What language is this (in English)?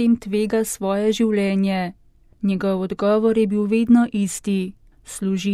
Slovenian